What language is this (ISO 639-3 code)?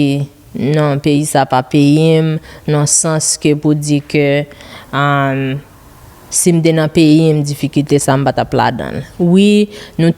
hat